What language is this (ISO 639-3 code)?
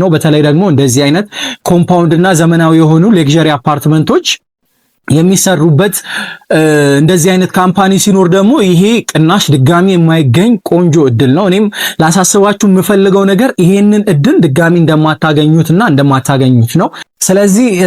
amh